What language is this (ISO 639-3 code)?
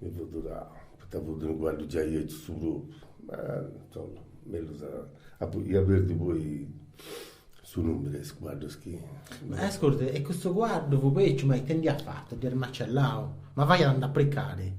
srd